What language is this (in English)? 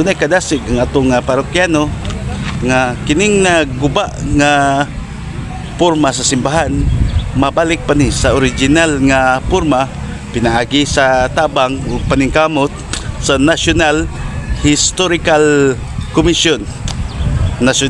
Cebuano